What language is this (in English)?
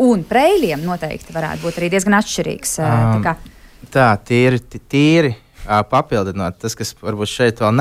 Latvian